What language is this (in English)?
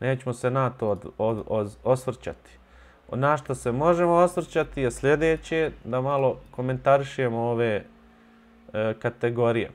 Bosnian